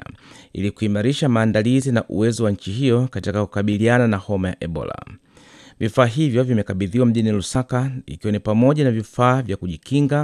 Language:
Swahili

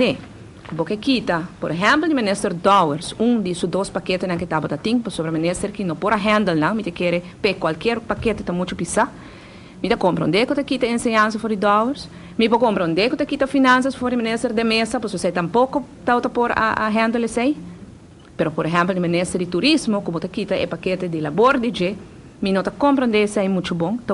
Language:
Papiamento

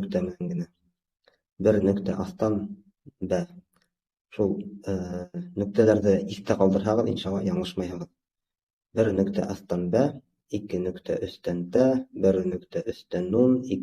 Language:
Bashkir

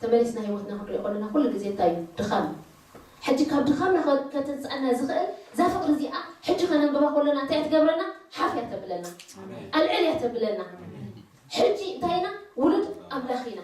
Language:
Tigrinya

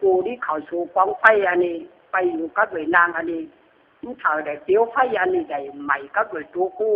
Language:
Lü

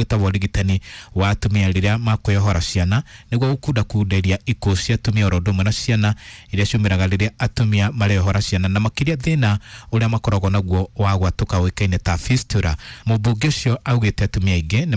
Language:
Kikuyu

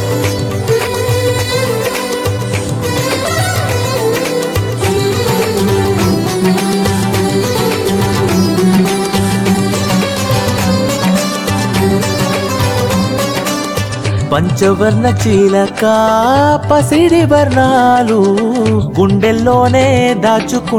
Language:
Telugu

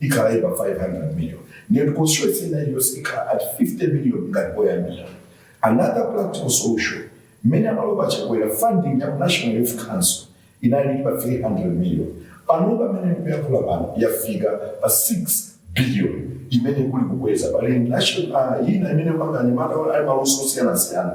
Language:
Nyanja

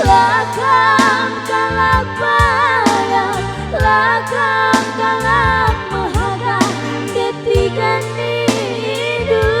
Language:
Batak Karo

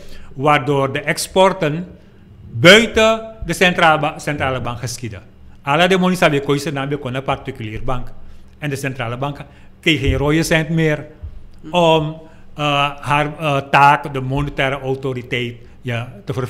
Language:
Dutch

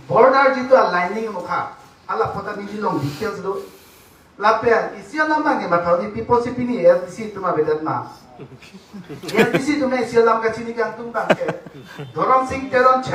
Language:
Karbi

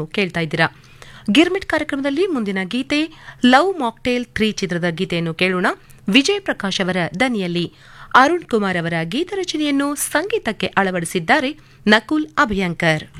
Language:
Kannada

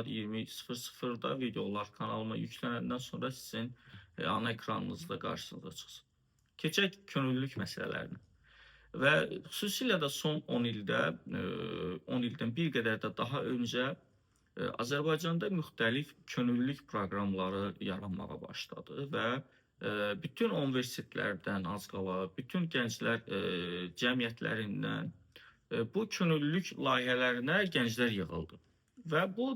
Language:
Azerbaijani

